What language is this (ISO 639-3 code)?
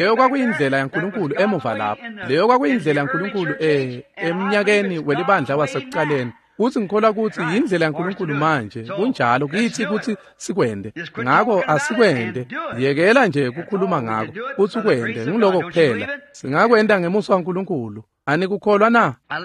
ssw